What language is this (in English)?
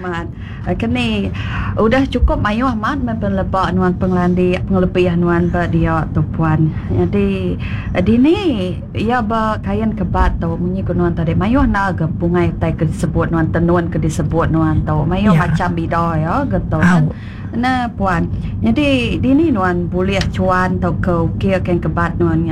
Iban